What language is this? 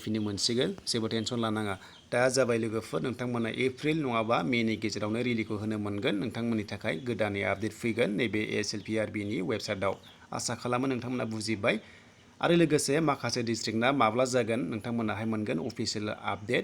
Bodo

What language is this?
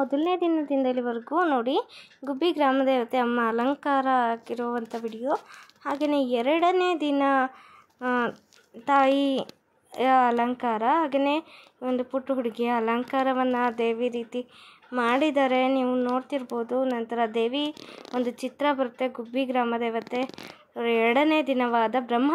Kannada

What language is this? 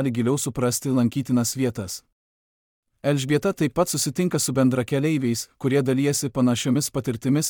Lithuanian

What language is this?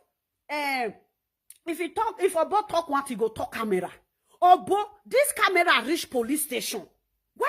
Nigerian Pidgin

